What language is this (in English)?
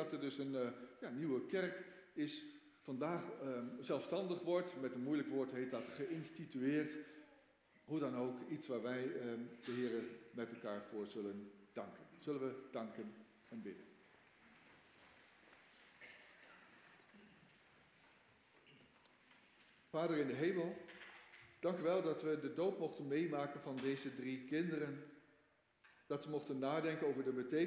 Dutch